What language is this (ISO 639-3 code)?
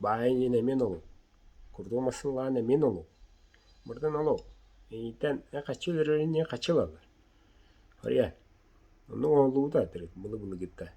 sah